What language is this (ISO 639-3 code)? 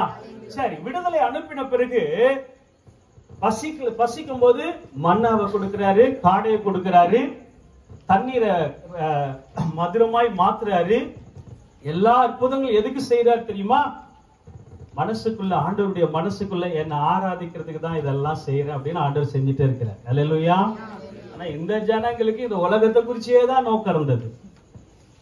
tam